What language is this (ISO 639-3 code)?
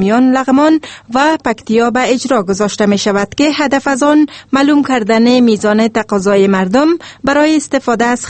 fas